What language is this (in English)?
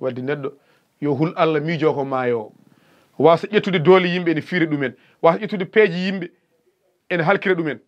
Fula